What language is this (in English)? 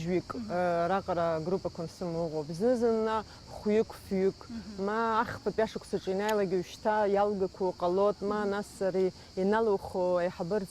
Abkhazian